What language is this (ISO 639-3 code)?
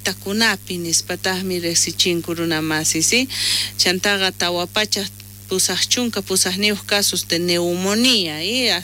quh